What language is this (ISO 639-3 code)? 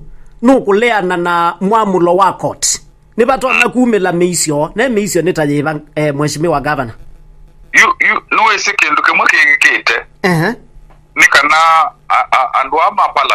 kam